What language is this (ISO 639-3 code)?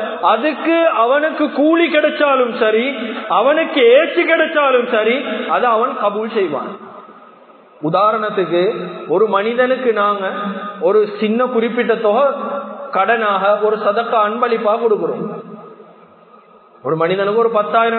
tam